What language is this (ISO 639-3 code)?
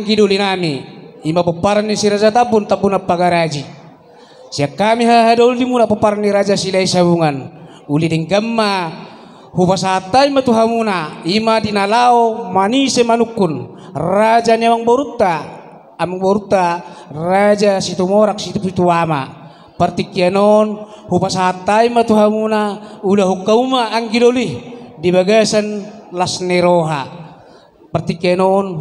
bbc